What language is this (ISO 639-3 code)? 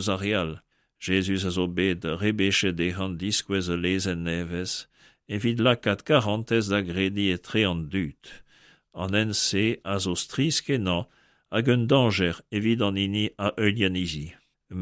bre